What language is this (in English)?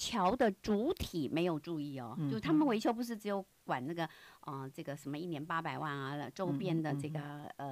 Chinese